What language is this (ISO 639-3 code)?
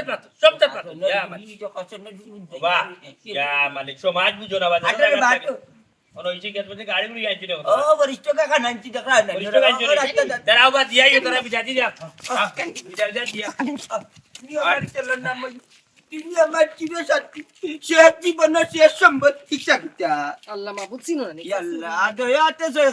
syl